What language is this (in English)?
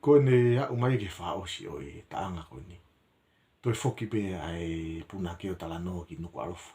Tongan